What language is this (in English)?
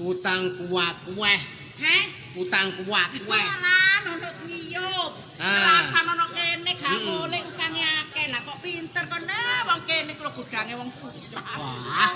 Javanese